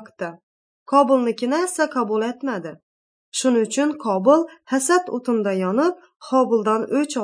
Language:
Uyghur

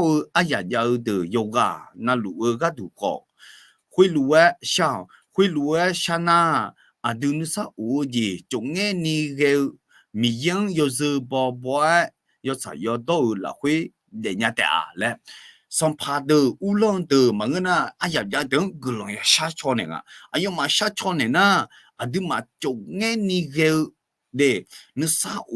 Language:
Akha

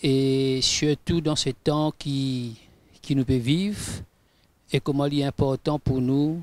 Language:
Morisyen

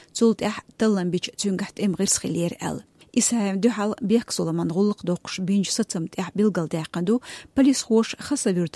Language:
Chechen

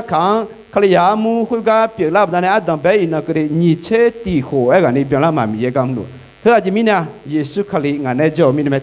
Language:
Akha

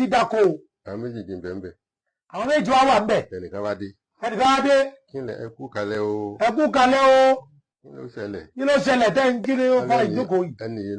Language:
Yoruba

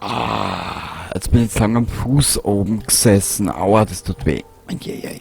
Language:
Bavarian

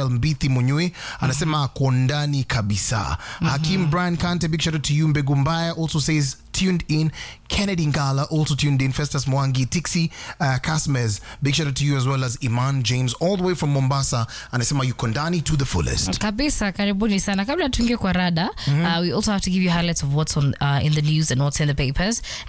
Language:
Swahili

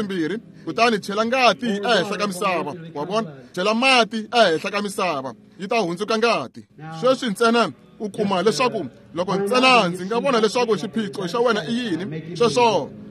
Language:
Tsonga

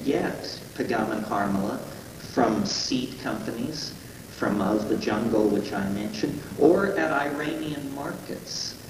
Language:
English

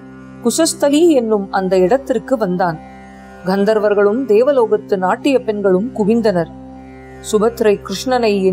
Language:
Tamil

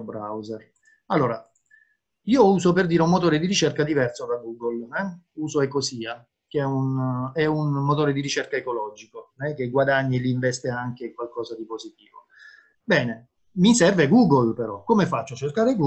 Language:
Italian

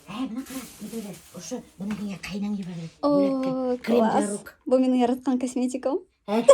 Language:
Bashkir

